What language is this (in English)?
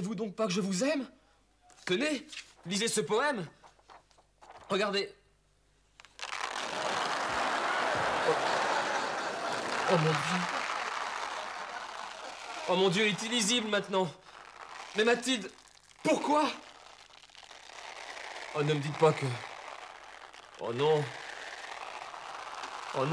French